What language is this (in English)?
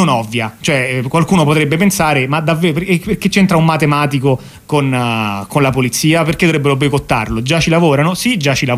Italian